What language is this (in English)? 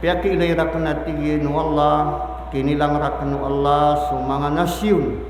Maranao